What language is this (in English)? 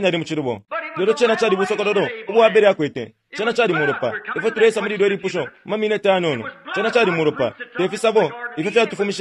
Bemba